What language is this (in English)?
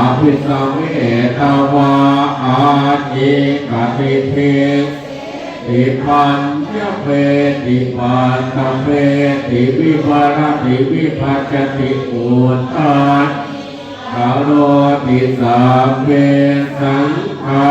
Pali